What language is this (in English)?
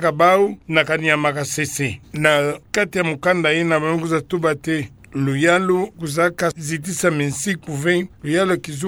Kituba (Democratic Republic of Congo)